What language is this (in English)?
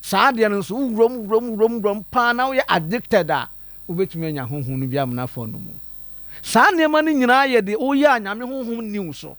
Akan